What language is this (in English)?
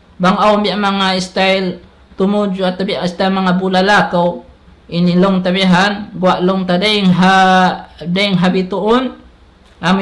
Tausug